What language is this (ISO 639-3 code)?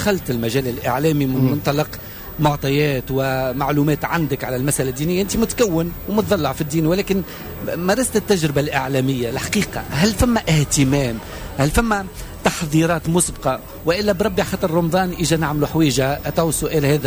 aeb